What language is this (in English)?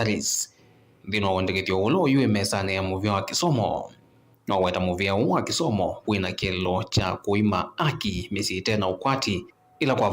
Kamba